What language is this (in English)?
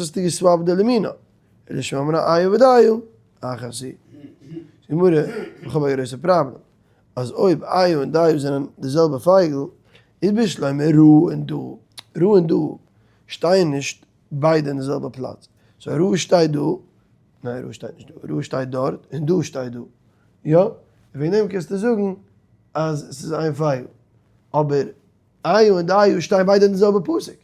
Yiddish